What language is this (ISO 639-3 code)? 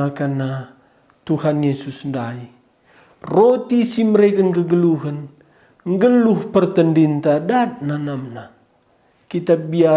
btx